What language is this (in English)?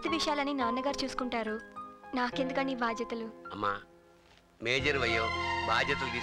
Telugu